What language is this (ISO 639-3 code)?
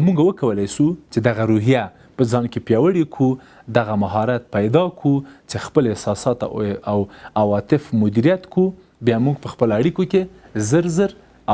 pus